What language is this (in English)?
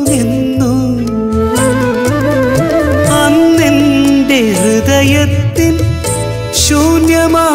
Malayalam